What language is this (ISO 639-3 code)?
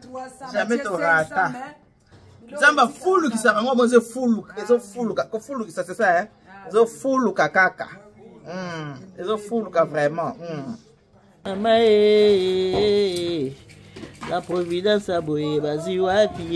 lin